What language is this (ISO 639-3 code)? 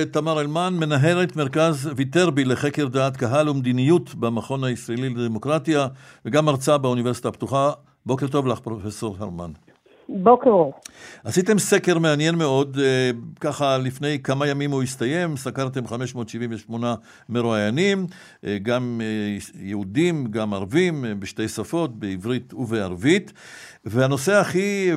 heb